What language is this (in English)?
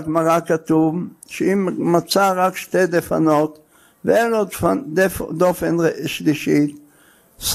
Hebrew